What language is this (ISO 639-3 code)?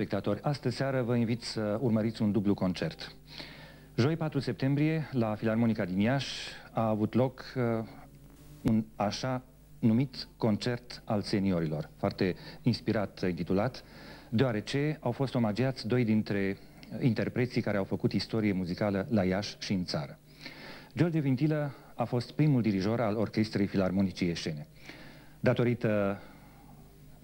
ron